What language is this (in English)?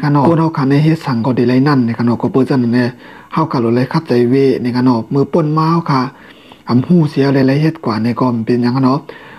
Shan